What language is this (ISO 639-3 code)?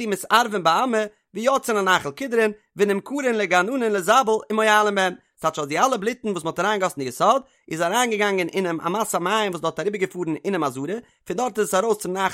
yid